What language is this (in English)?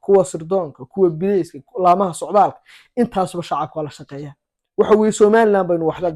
Somali